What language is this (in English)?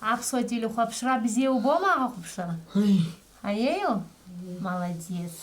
Abkhazian